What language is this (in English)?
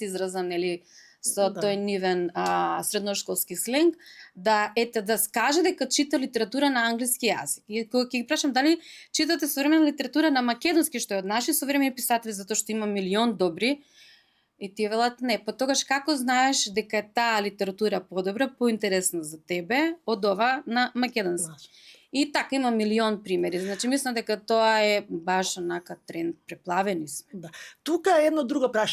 Macedonian